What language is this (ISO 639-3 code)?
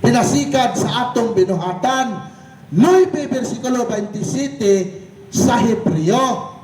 ceb